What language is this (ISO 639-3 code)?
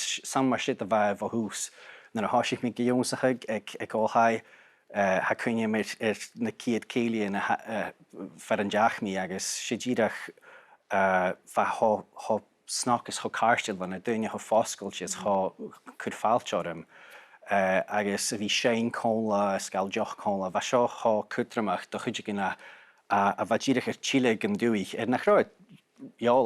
gla